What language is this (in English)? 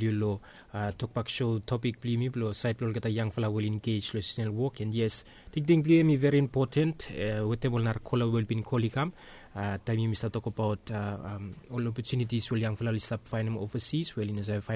Bislama